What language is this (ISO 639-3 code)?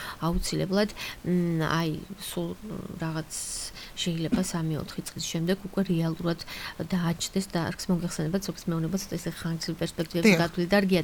kat